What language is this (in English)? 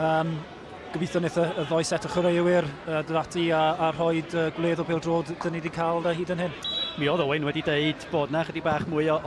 Welsh